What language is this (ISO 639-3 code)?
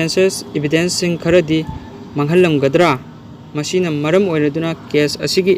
mni